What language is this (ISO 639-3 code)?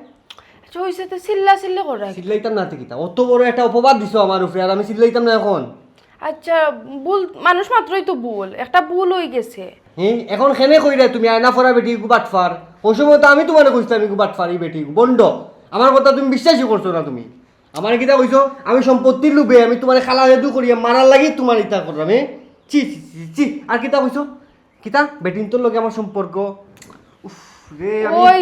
syl